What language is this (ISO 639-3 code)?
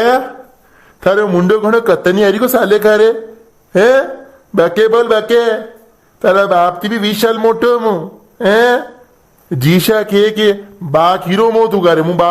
raj